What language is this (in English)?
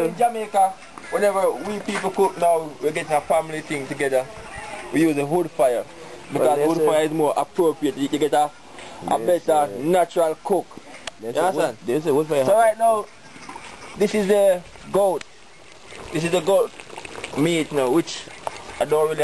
Jamaican Creole English